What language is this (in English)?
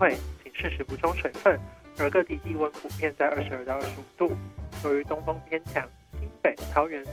Chinese